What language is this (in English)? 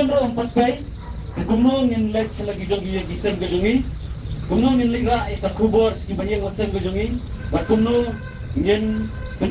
Khasi